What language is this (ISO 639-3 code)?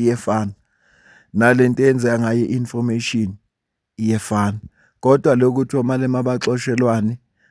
zul